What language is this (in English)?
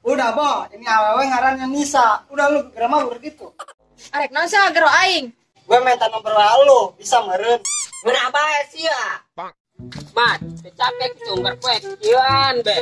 Sundanese